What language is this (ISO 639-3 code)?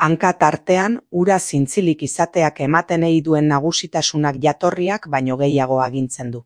eus